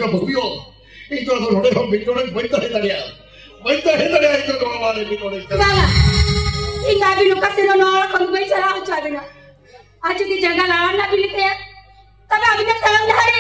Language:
Santali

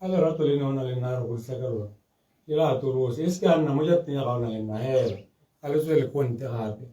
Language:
Tswana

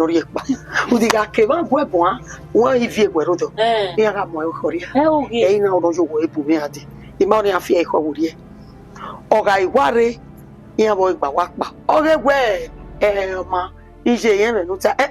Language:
Bini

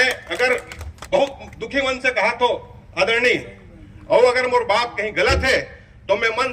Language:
Chhattisgarhi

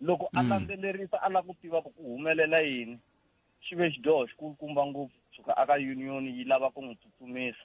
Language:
Tsonga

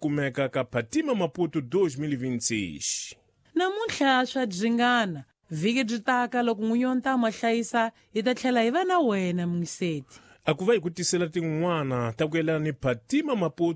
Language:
Tsonga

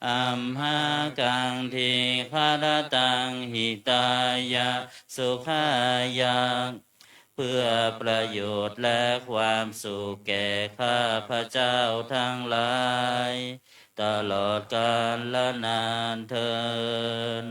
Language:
Pali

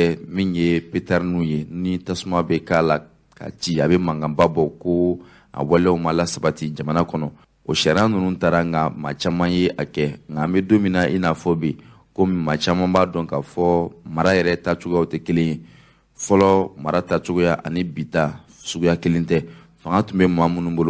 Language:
Bambara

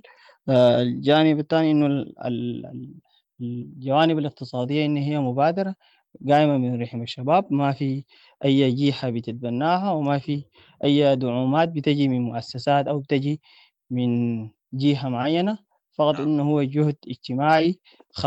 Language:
Sudanese Arabic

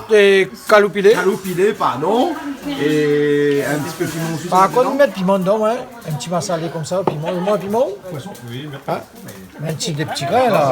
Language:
Réunion Creole French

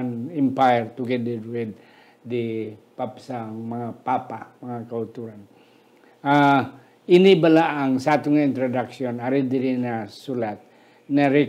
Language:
Hiligaynon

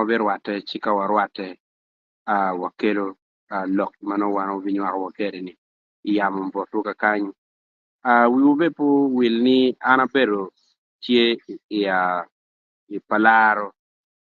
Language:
Acoli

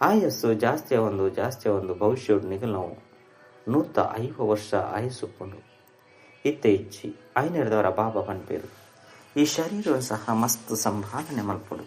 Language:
Tulu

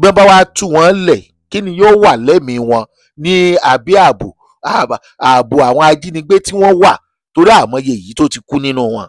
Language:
Yoruba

